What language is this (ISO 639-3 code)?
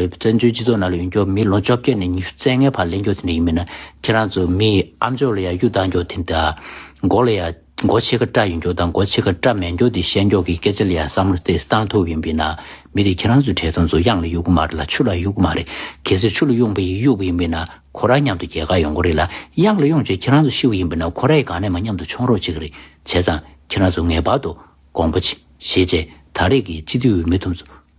bod